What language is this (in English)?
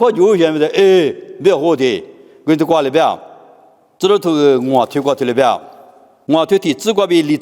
Lisu